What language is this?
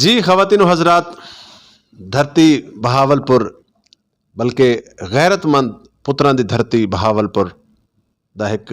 Saraiki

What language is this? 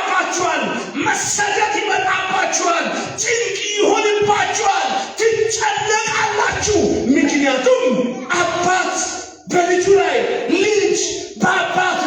Amharic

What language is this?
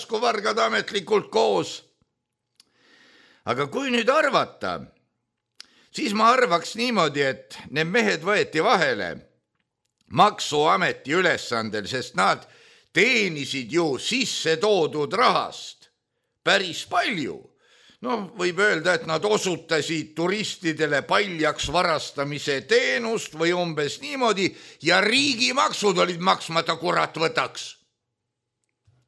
Estonian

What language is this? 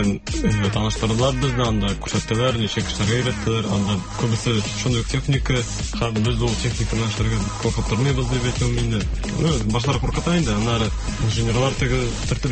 Tatar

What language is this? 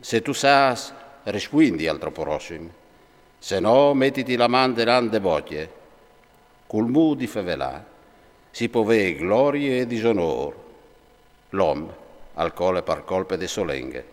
Friulian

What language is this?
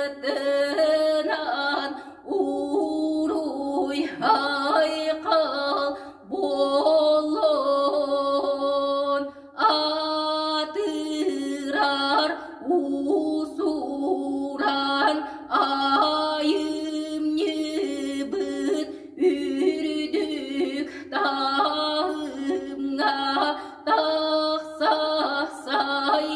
Yakut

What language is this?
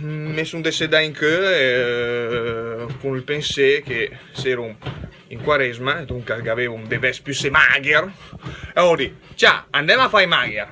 Lombard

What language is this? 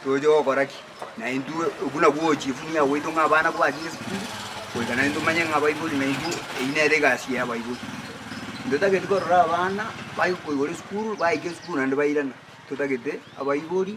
Gusii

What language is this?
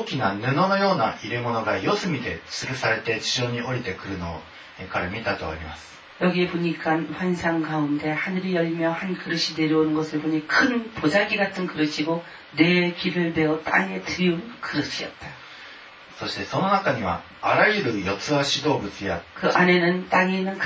Korean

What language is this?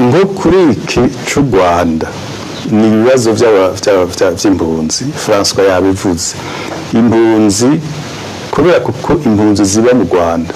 Rundi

